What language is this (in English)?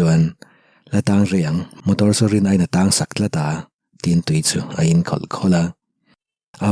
Mizo